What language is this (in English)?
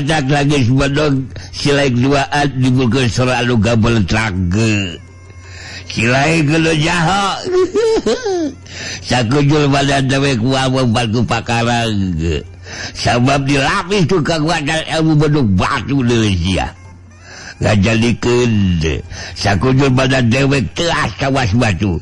Sundanese